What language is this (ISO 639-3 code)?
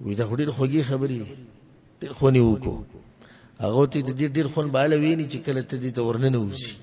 pus